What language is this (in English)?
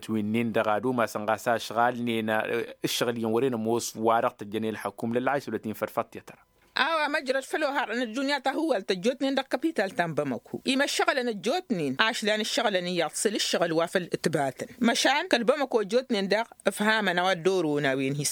Tamasheq